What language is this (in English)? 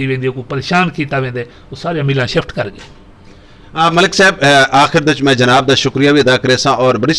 Saraiki